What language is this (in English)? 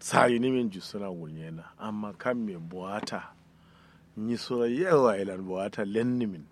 Kanuri